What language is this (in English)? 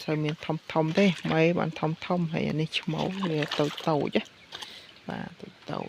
Khmer